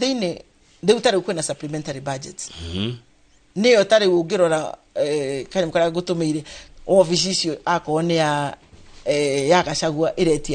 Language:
Kikuyu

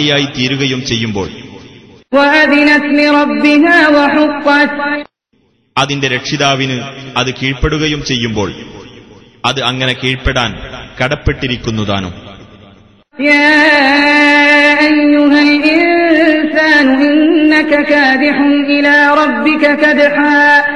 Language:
Malayalam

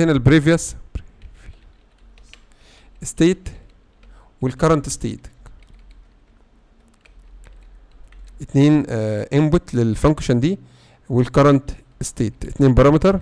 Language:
Egyptian Arabic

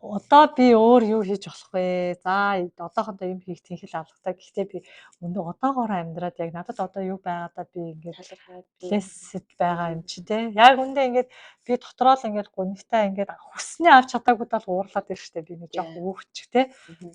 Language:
Mongolian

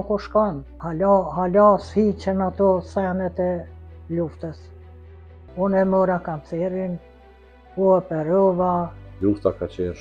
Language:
Albanian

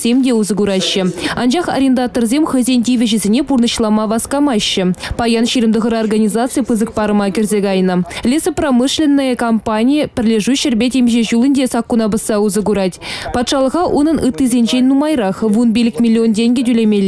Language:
Chuvash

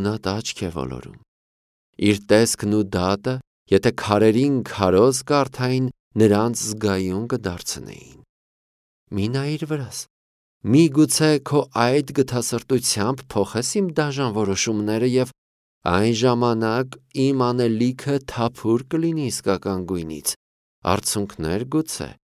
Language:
Armenian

